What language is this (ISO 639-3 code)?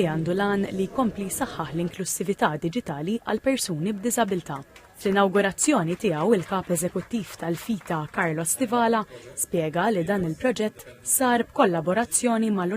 mlt